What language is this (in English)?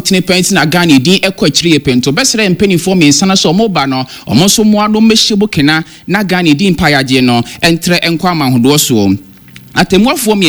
Akan